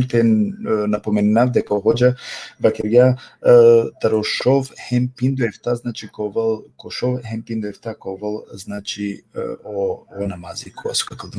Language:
Balkan Romani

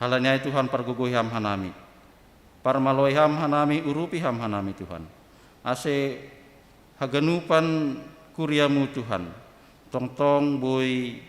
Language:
Batak Simalungun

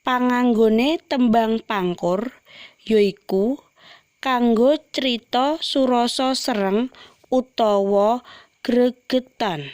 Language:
Javanese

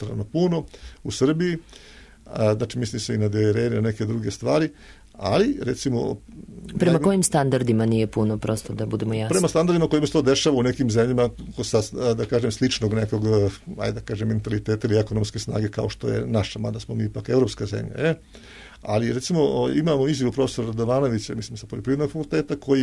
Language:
Serbian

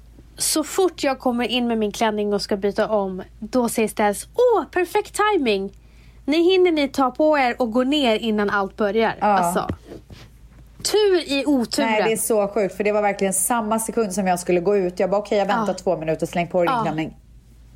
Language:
Swedish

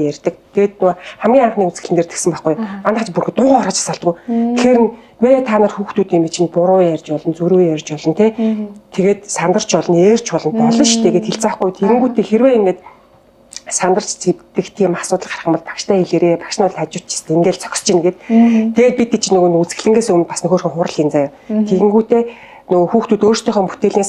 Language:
Mongolian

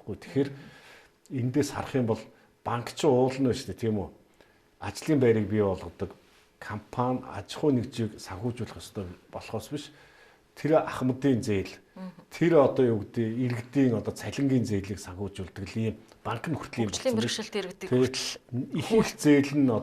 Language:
Mongolian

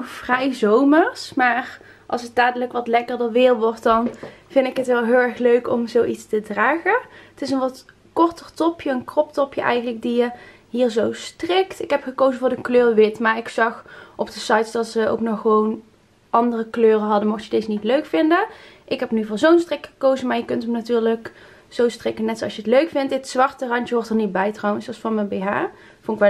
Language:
Dutch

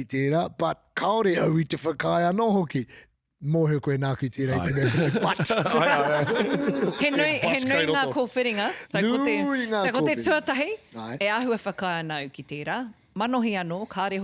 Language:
Māori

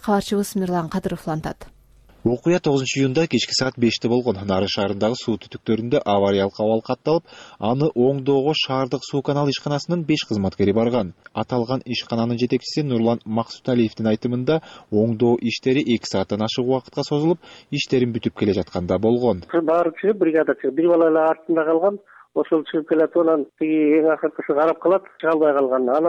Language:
Kyrgyz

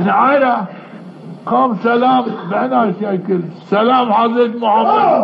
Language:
Zaza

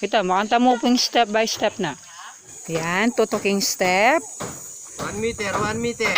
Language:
Pampanga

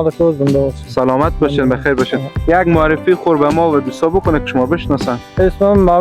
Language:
Persian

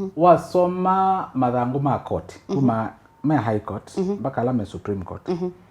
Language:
Kamba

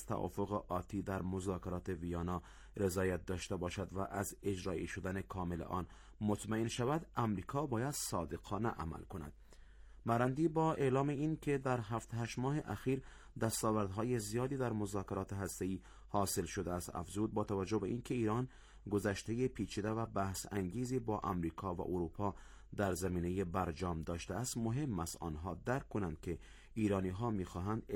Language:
Persian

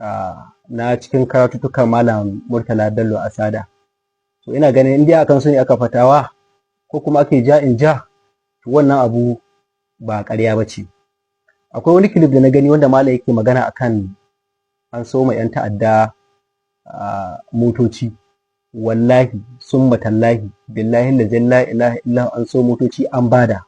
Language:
Hausa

